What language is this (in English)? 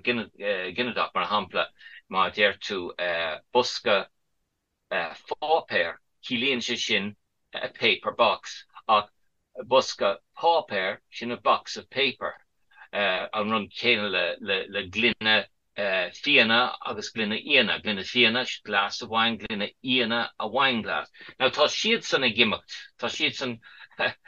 Irish